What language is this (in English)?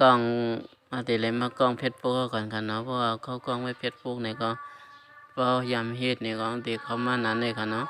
Shan